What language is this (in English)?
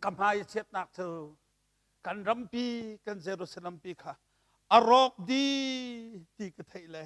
Hakha Chin